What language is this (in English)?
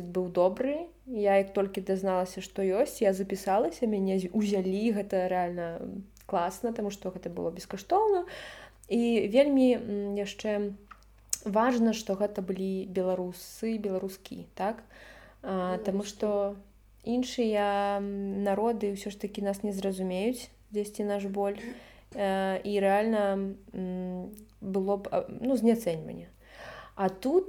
Belarusian